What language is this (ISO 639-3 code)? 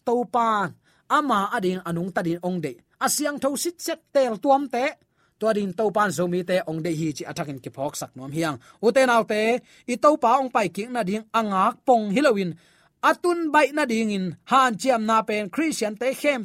ctd